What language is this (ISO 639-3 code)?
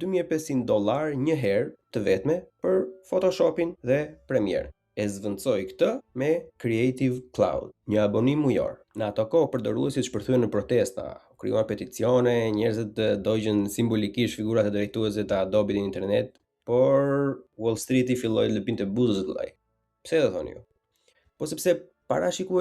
sqi